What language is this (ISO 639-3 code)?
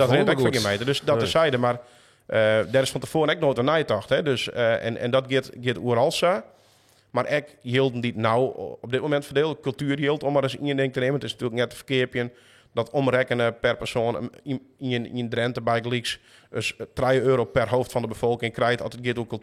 fry